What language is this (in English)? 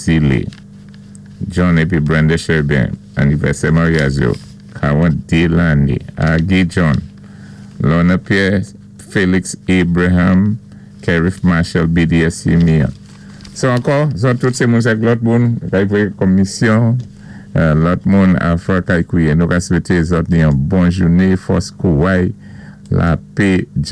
Saint Lucian Creole French